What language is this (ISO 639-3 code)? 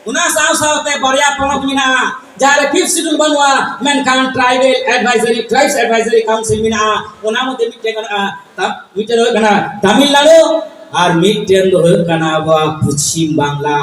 sat